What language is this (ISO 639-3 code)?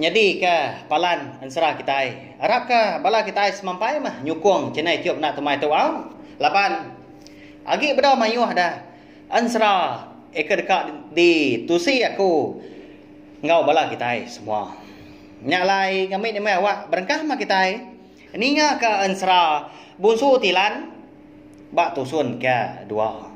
iba